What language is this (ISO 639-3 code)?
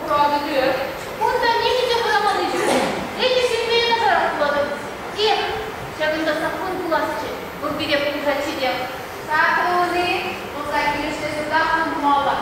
chv